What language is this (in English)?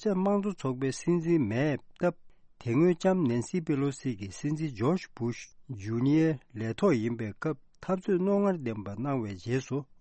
Tibetan